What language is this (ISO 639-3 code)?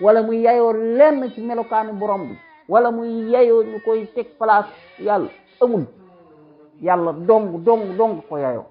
wol